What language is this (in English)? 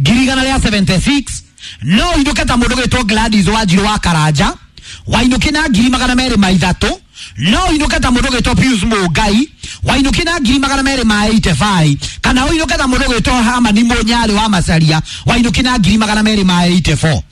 Kikuyu